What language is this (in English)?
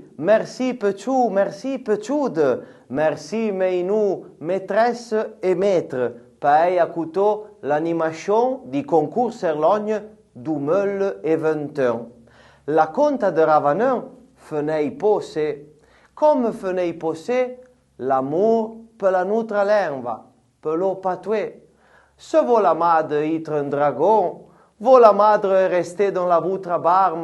Arpitan